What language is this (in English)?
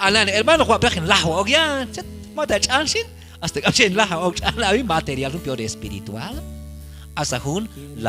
Q'anjob'al